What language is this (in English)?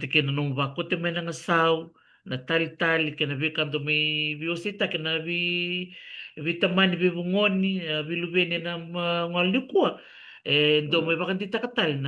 Fijian